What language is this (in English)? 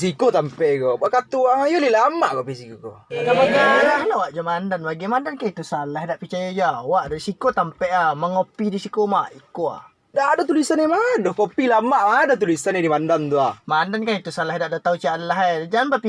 Minangkabau